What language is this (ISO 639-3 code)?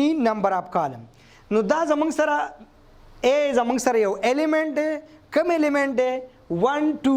pus